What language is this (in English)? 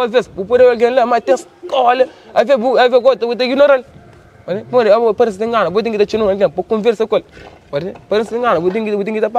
Kabuverdianu